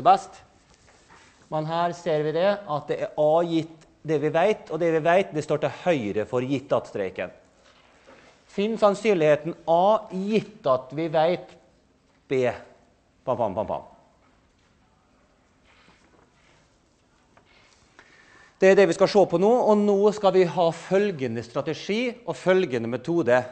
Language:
Norwegian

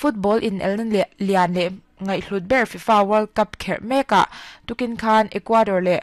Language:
Mizo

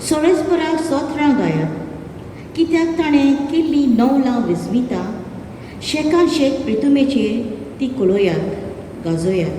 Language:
Konkani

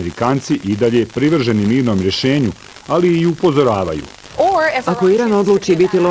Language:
Bosnian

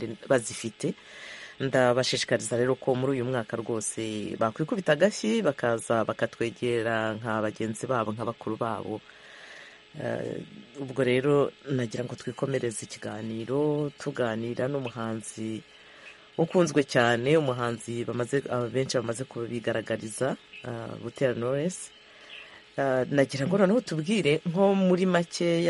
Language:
Kinyarwanda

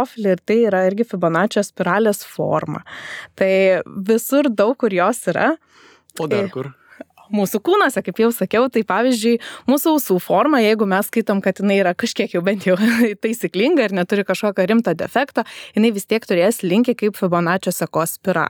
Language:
Lithuanian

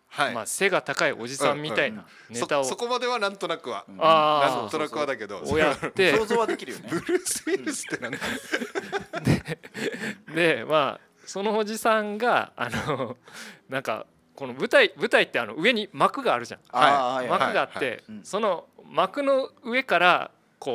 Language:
Japanese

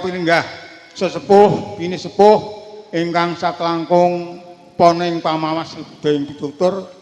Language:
Javanese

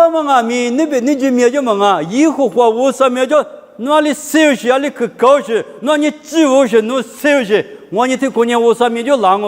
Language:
Lisu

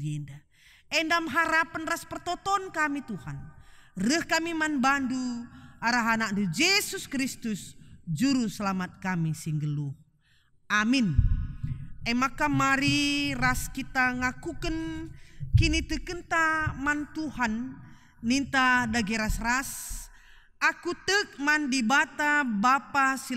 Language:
Batak Karo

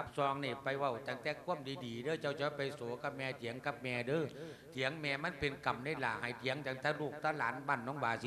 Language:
Lao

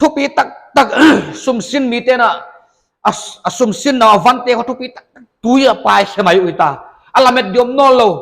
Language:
Paite Chin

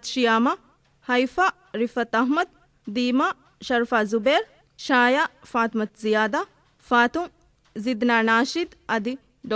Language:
Divehi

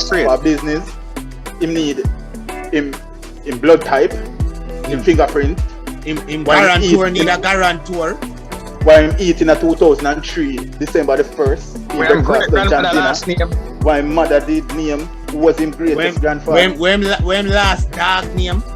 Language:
Jamaican Creole English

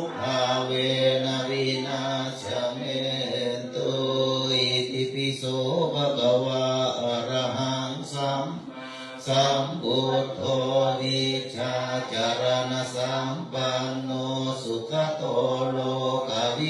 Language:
Pali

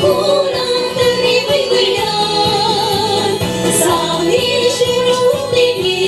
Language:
Chuvash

